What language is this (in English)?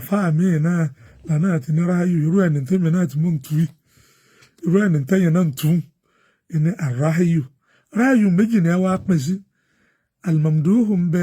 Yoruba